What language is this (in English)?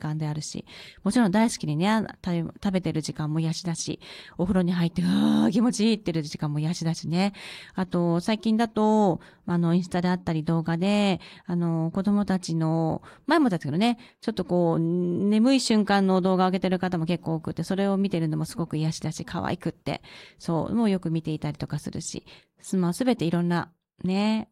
Japanese